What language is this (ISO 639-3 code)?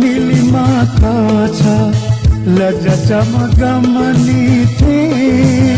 new